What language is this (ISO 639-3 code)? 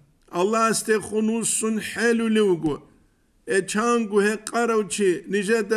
ava